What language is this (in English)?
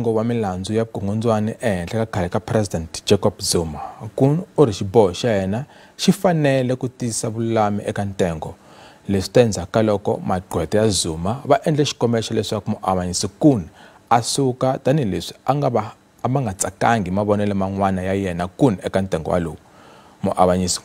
Tsonga